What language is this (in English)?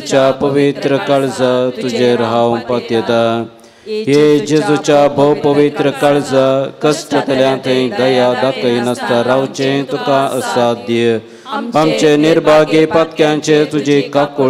Konkani